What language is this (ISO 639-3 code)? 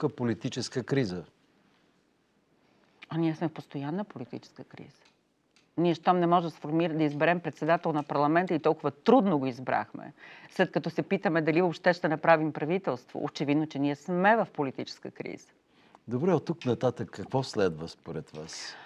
bul